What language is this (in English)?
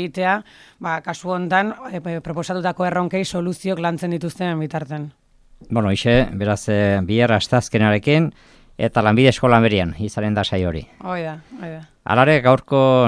Basque